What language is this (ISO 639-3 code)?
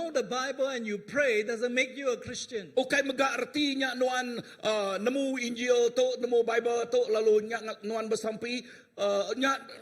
iba